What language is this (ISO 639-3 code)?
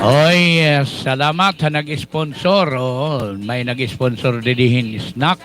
war